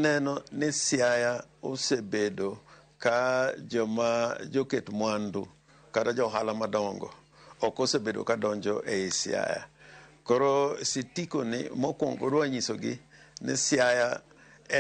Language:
Luo (Kenya and Tanzania)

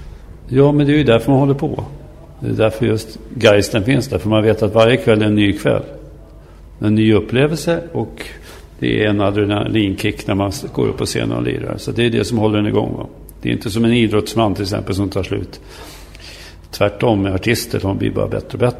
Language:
Swedish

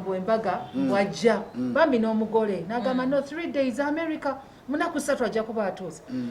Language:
Ganda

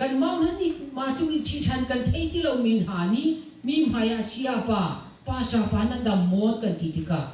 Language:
Hakha Chin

